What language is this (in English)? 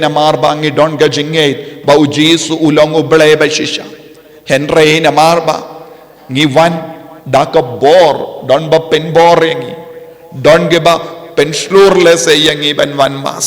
Khasi